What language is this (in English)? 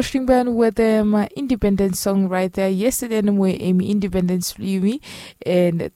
Bislama